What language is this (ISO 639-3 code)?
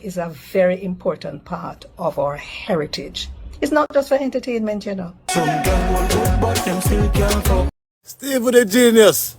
jam